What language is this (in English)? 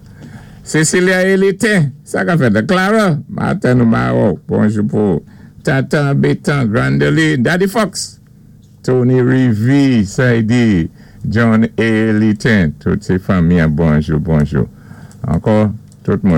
Saint Lucian Creole French